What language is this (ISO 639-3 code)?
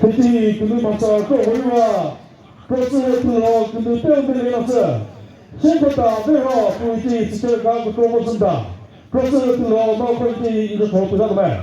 nri